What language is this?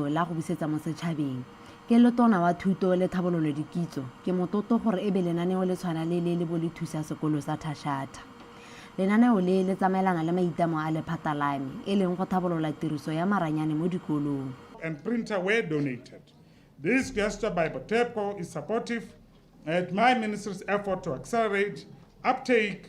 Tswana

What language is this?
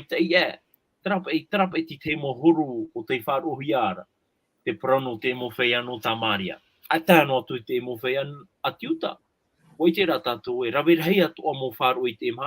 Tahitian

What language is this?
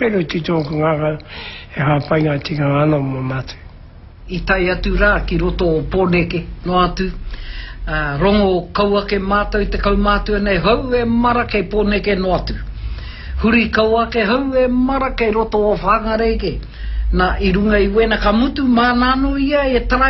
Māori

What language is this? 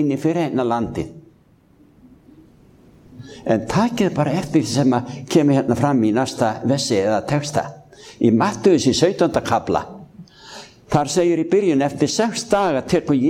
Icelandic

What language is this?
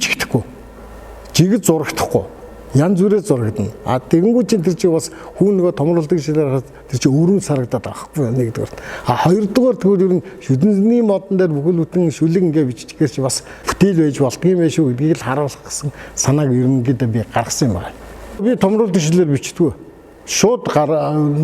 Mongolian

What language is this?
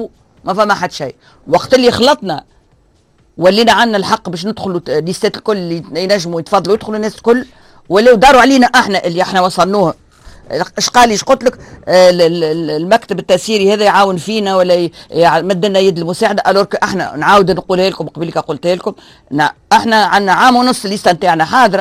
Tunisian Arabic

